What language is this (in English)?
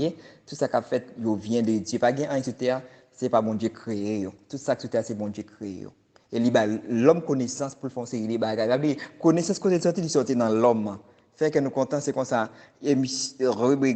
Haitian Creole